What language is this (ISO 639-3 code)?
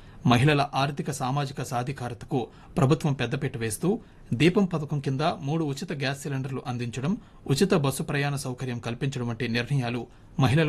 tel